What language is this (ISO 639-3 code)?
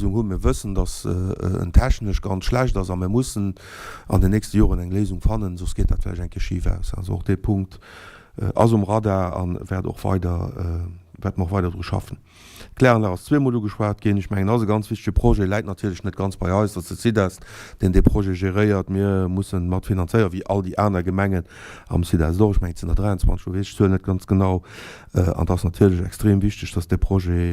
ltz